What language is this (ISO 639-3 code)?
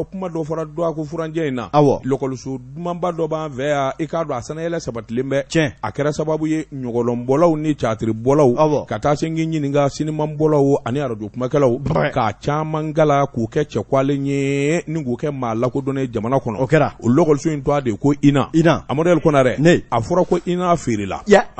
bam